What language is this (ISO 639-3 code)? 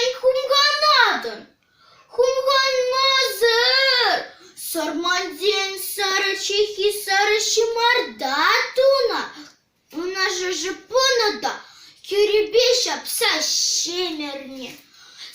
chv